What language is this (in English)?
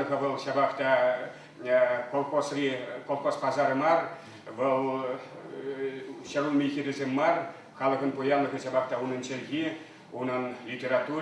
Chuvash